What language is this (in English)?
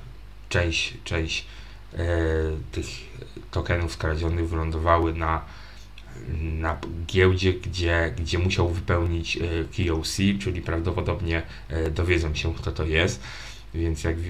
Polish